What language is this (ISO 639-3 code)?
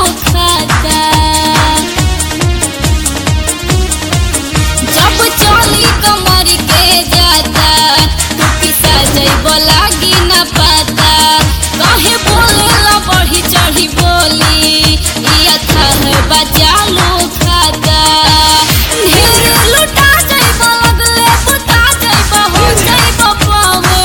bho